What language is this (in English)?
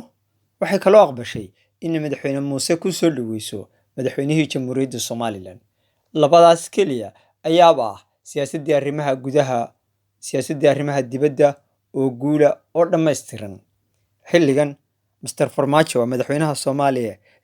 Somali